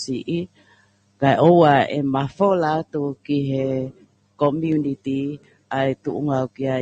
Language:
Tongan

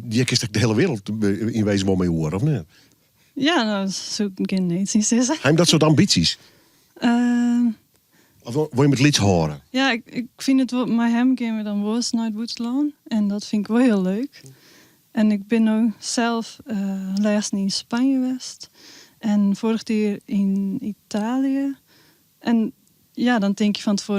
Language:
Western Frisian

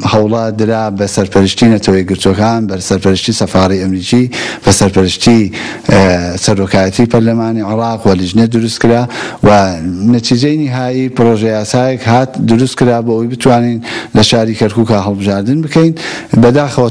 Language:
Central Kurdish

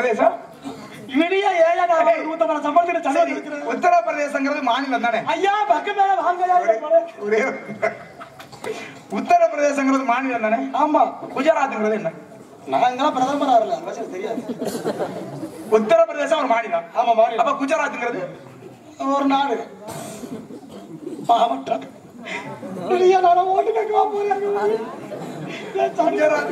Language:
Tamil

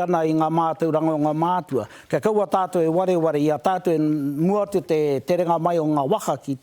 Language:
Māori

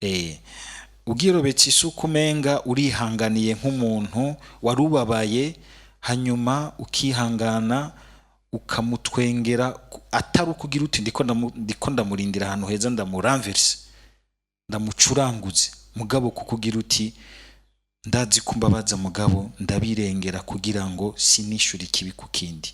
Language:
Rundi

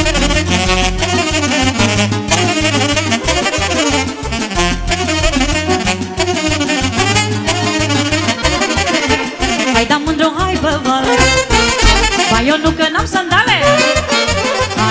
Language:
Romanian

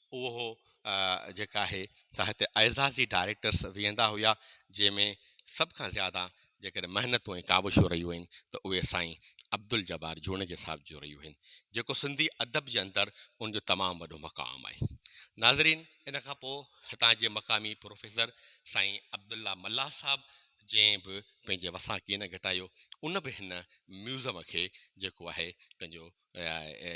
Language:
Sindhi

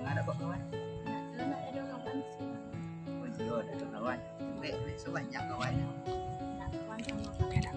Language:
Minangkabau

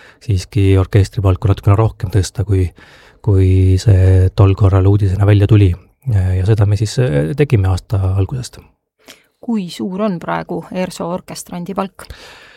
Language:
Estonian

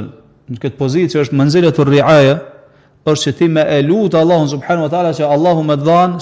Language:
Albanian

